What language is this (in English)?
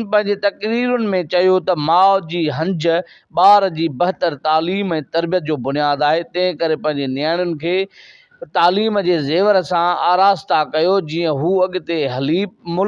Sindhi